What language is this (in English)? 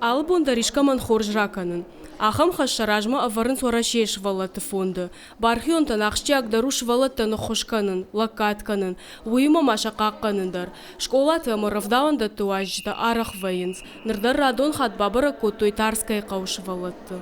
Ossetic